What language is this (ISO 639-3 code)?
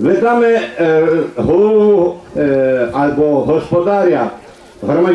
rue